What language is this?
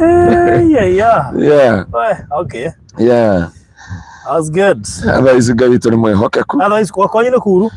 Kikuyu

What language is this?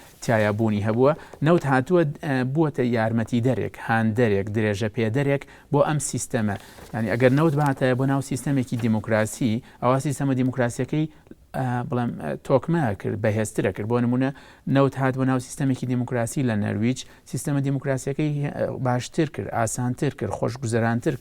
Central Kurdish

